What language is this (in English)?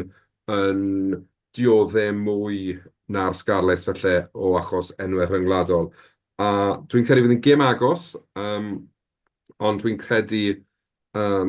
Welsh